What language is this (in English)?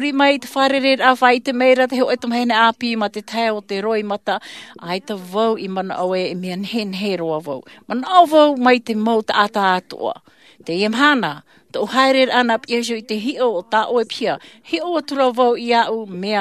Tahitian